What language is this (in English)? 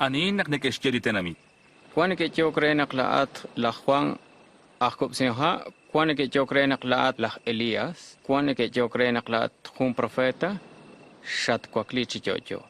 Kekchí